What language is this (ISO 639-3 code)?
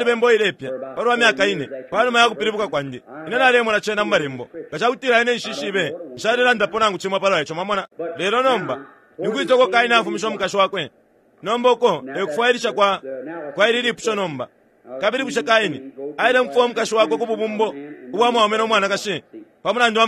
bem